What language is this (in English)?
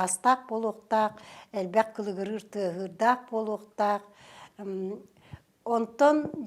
Yakut